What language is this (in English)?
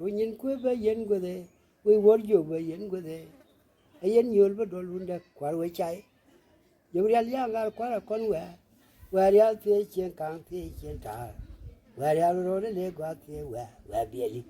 Nuer